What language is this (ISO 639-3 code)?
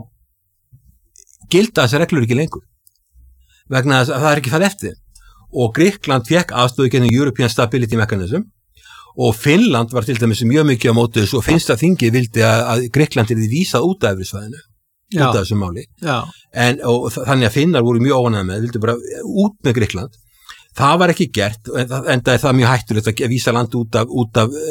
isl